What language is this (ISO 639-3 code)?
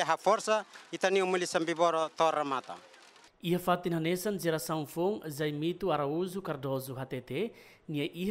tet